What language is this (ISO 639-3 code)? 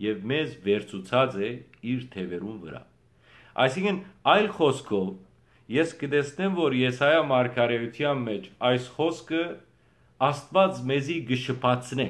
hyw